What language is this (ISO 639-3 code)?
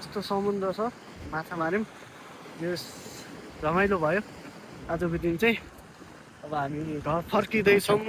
nep